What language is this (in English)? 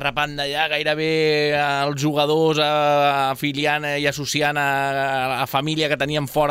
Catalan